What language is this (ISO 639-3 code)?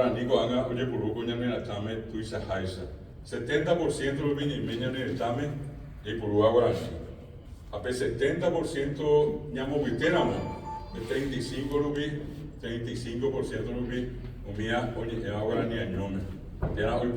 grn